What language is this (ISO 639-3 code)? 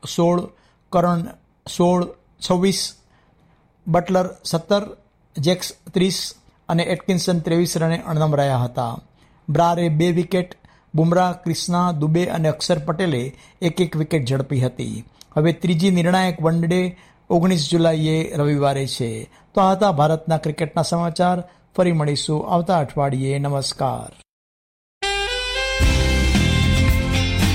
guj